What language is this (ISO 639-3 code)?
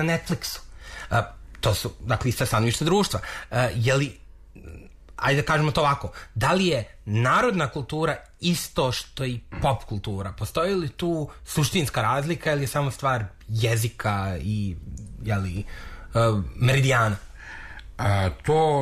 srp